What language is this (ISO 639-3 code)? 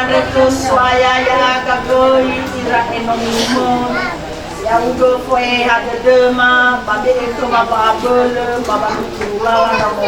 nia